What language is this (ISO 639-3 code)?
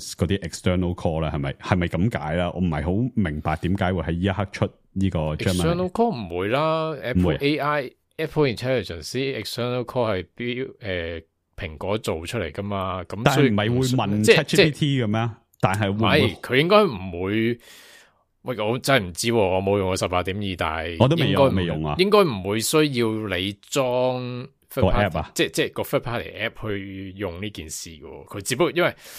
yue